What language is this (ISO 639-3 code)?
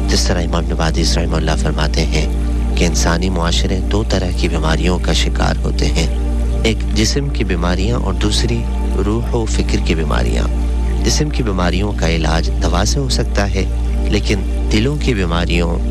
urd